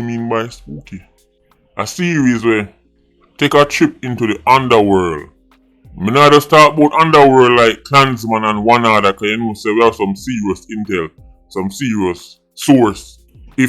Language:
Jamaican Creole English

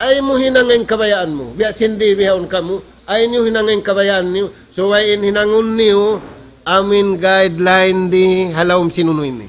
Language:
Tausug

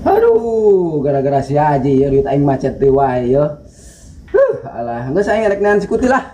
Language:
Sundanese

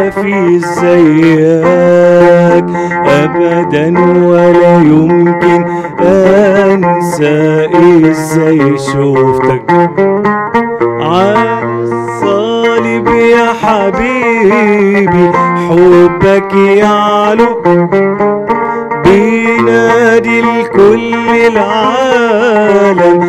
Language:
Egyptian Arabic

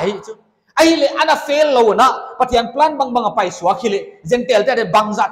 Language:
Paite Chin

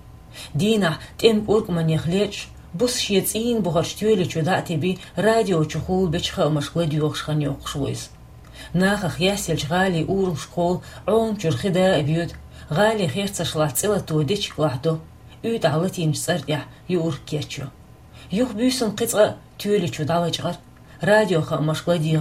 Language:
Chechen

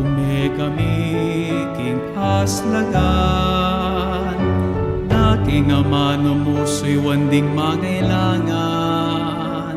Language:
Pampanga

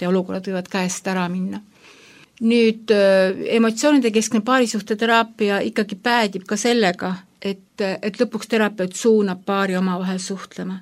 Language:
Estonian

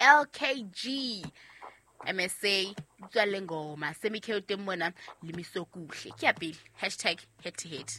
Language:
Southern Sotho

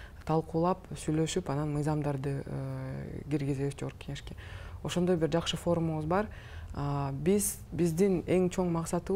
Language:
Kyrgyz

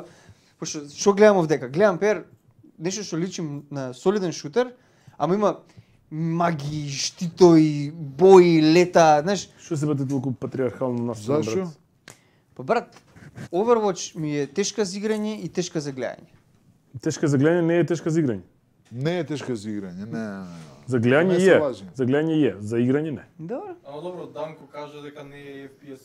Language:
Macedonian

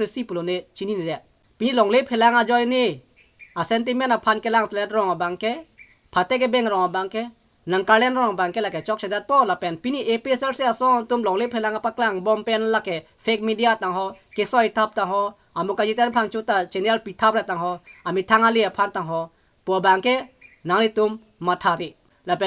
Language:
Karbi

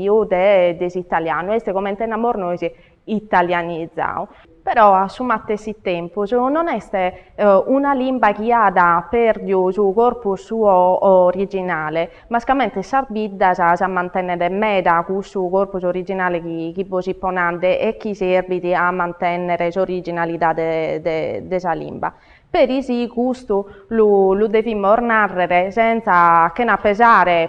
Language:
Sardinian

